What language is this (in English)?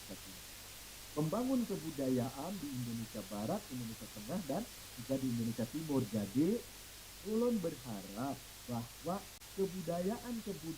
Banjar